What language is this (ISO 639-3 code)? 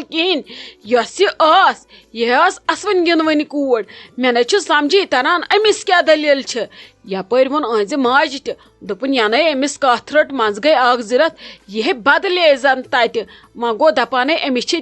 kas